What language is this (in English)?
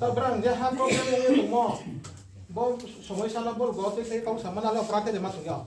Riang (India)